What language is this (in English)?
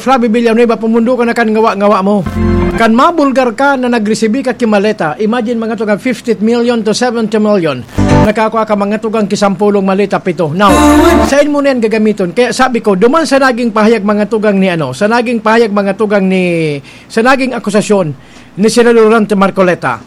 Bikol